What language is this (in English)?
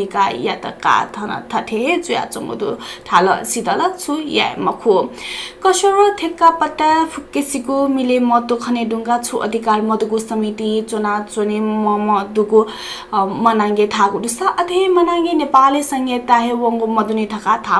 Newari